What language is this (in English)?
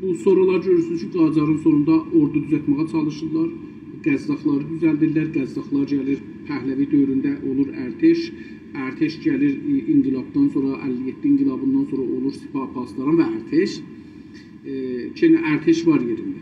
South Azerbaijani